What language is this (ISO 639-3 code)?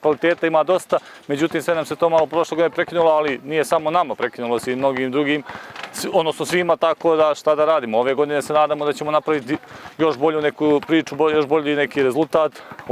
bos